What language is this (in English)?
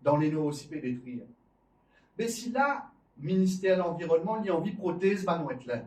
Morisyen